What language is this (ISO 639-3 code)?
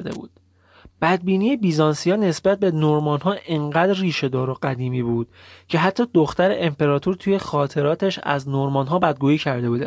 fas